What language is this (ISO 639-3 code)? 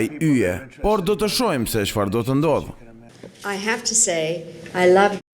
sqi